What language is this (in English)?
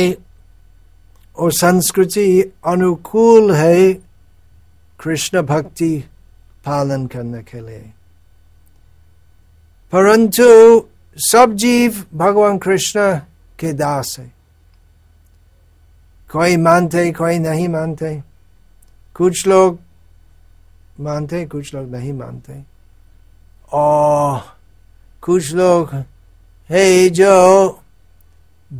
Hindi